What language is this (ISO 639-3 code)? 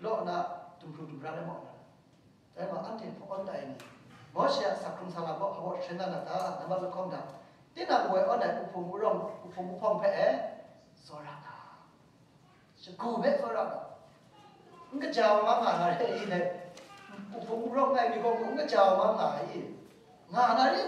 tha